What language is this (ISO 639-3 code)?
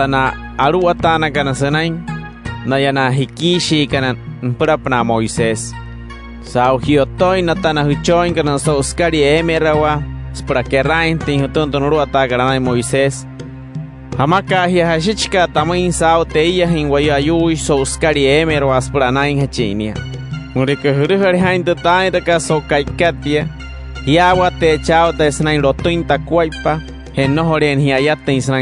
guc